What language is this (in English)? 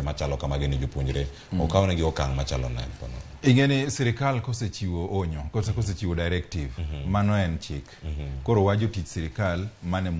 Luo (Kenya and Tanzania)